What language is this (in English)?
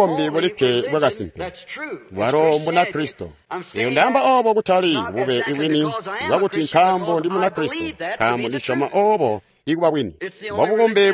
Tonga (Zambia)